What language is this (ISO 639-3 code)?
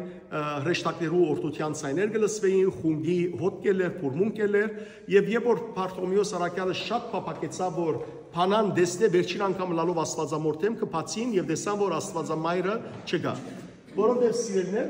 hyw